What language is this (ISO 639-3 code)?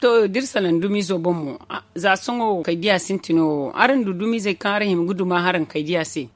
dje